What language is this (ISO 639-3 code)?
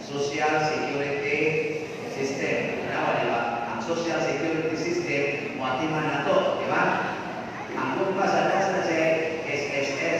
ceb